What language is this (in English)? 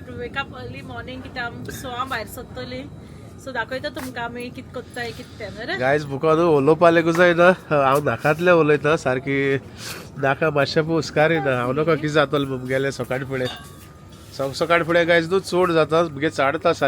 Konkani